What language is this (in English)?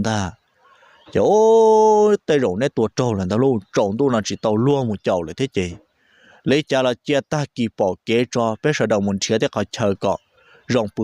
Hmong